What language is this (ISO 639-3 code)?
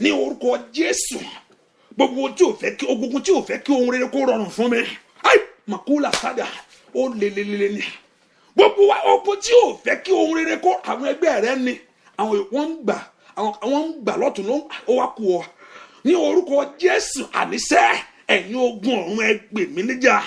yor